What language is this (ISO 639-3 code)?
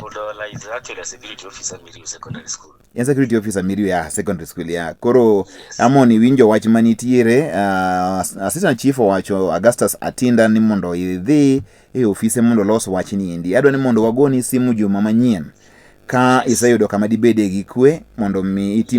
luo